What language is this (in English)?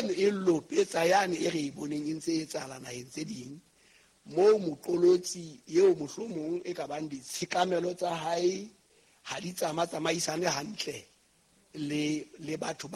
Southern Sotho